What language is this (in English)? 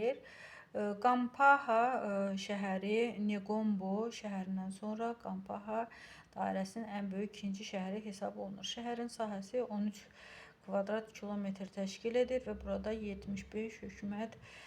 Azerbaijani